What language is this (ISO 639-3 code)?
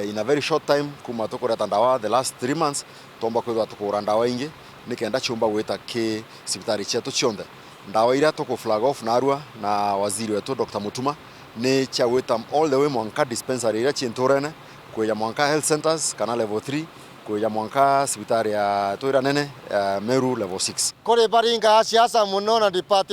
mer